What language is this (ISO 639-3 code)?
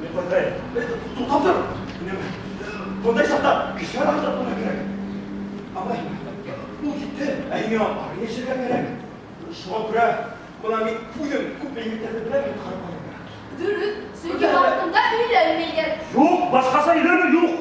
bak